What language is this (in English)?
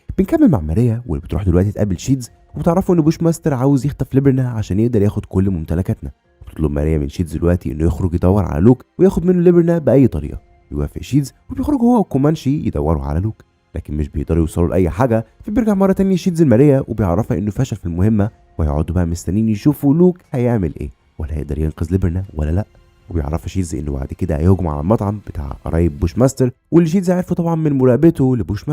Egyptian Arabic